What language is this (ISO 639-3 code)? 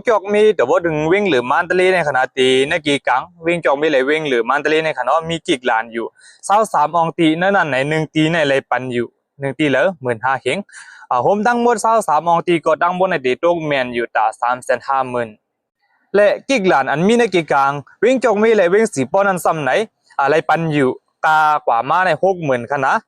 shn